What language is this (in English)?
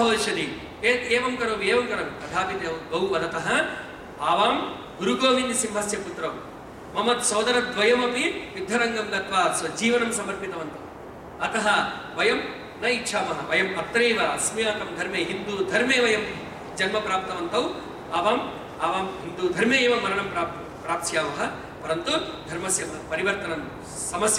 Sanskrit